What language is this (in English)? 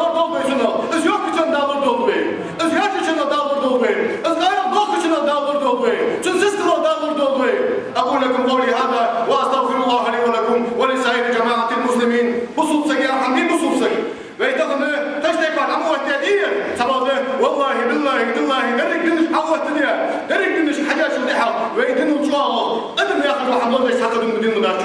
Ingush